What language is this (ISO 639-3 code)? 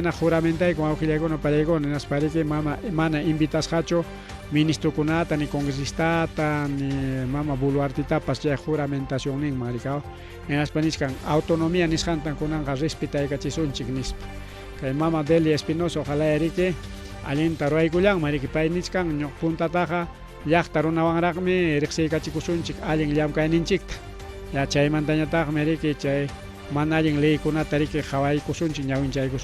quy